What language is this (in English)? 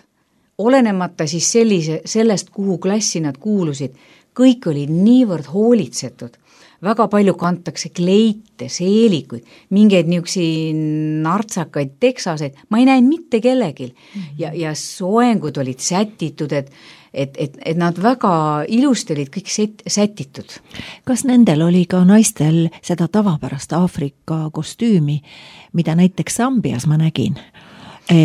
Estonian